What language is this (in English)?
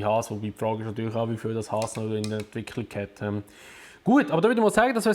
Swiss German